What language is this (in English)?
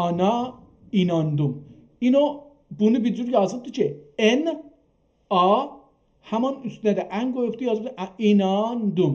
South Azerbaijani